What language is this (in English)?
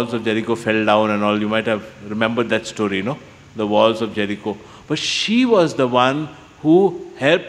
Konkani